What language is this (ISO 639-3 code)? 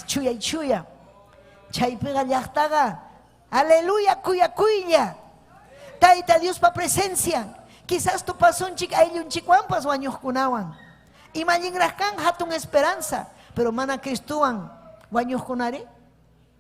quy